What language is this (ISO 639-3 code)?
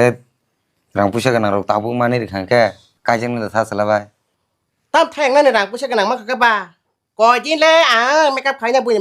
trp